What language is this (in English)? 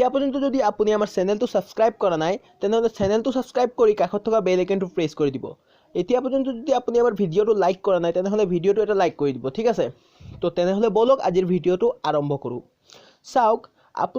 Assamese